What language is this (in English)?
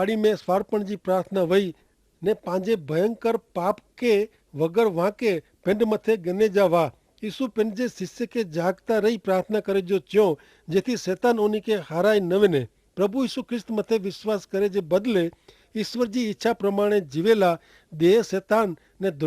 Kachhi